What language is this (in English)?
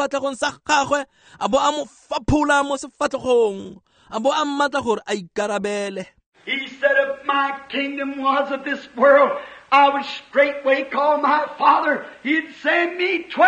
Tswana